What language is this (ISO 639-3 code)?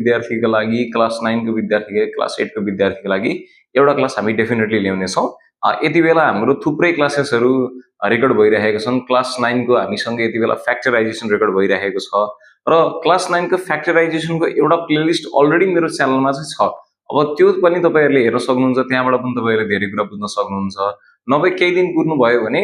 nep